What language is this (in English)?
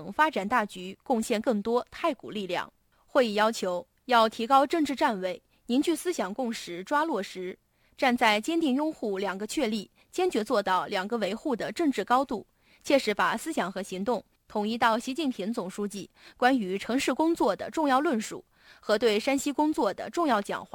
Chinese